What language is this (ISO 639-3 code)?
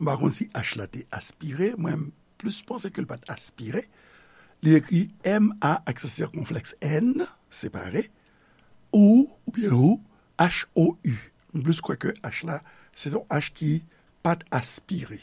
hat